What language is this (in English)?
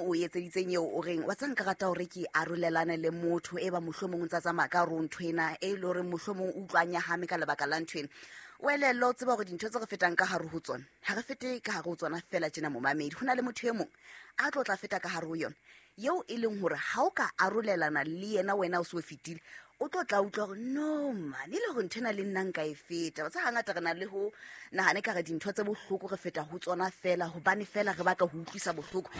Southern Sotho